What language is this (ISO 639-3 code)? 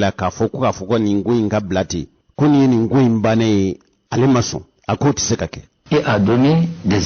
bam